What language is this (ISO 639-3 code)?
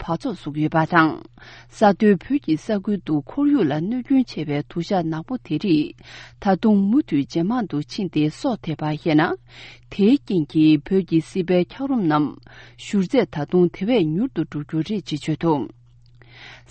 bod